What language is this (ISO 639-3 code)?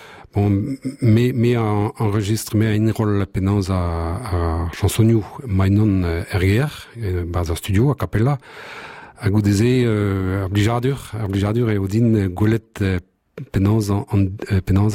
bre